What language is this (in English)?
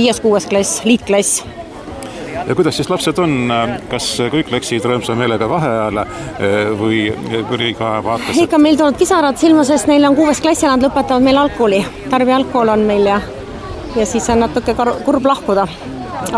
Estonian